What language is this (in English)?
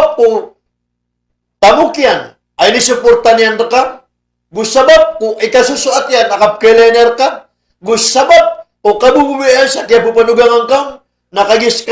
Maranao